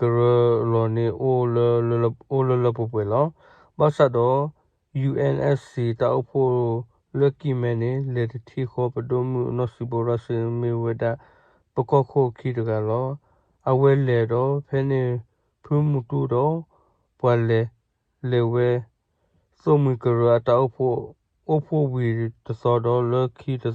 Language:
S'gaw Karen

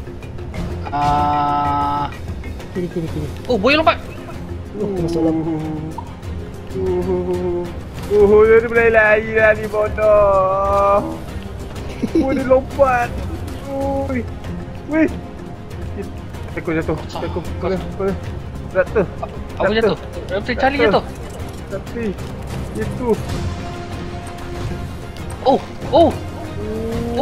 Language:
Malay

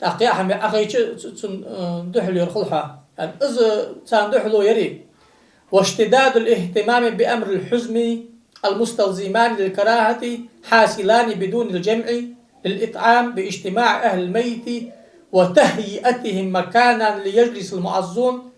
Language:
Ingush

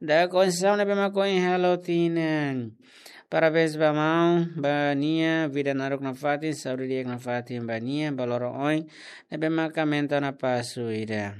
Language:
Tetum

